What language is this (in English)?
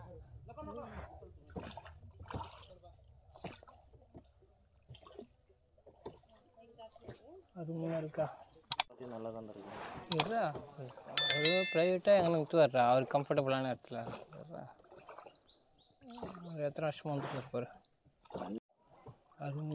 Tamil